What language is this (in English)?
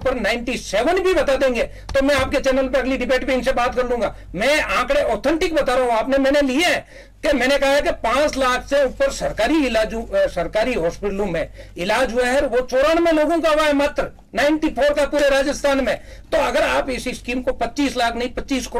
Hindi